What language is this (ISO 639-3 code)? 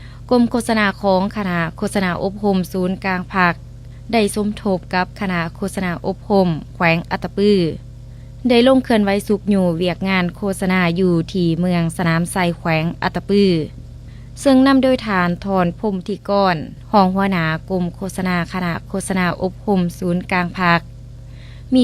lao